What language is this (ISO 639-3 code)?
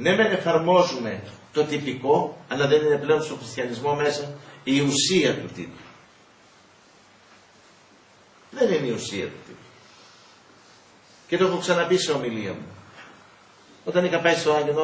ell